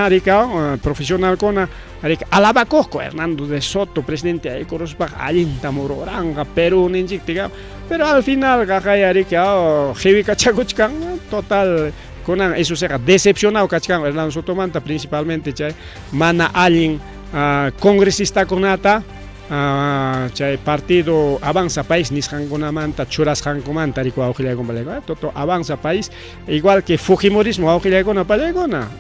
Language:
Ayacucho Quechua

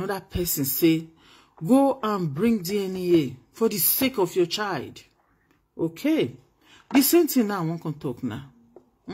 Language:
Nigerian Pidgin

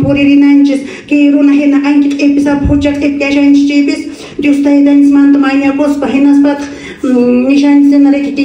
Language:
Quechua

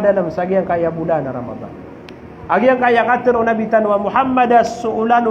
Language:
Maranao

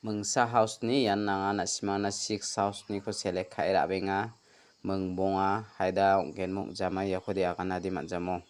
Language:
Garo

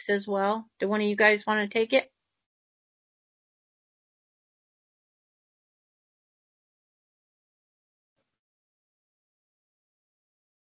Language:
English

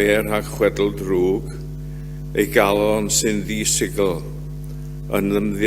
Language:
Welsh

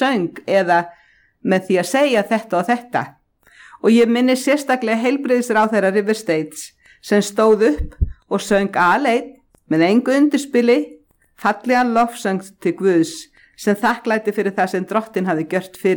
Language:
Icelandic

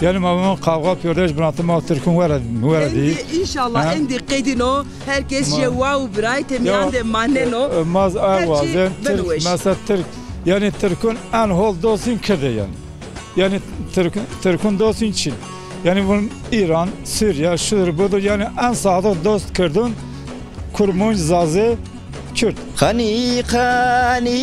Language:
Zaza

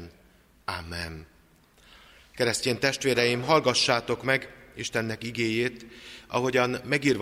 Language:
Hungarian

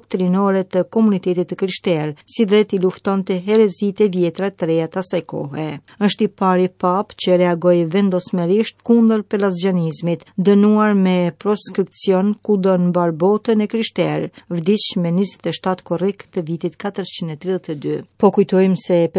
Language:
Albanian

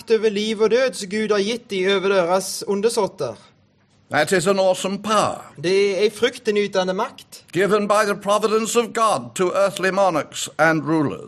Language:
Norwegian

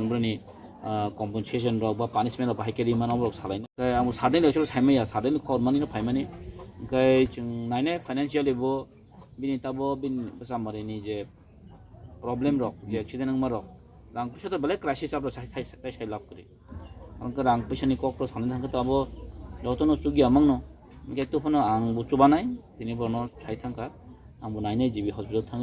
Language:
Kok Borok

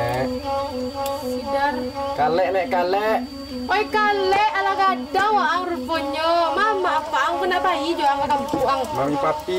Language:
Minangkabau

